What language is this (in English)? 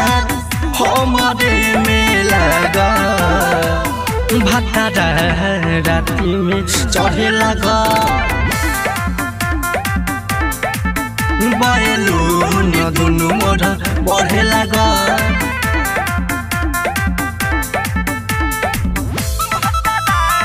Bhojpuri